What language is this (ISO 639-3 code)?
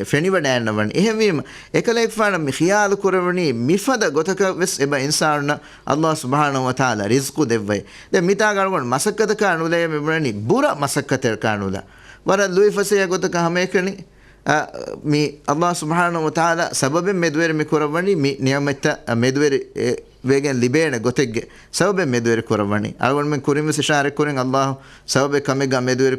div